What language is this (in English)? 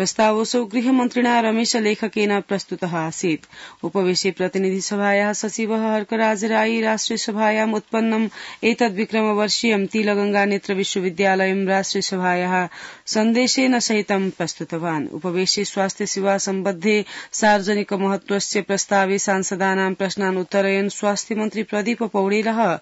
Sanskrit